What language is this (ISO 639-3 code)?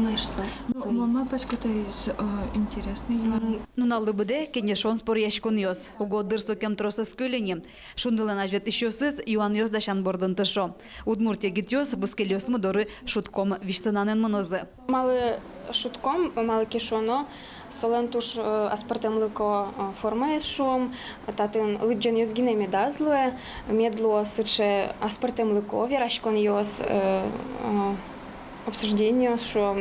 udm